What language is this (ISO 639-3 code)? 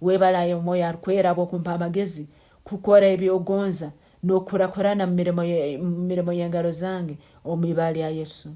ttj